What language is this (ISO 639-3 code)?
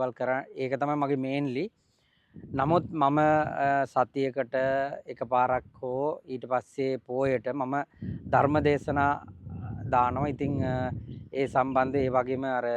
sin